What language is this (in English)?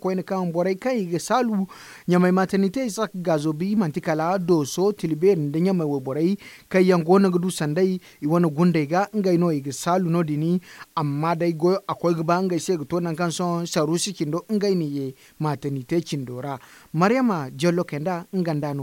Zarma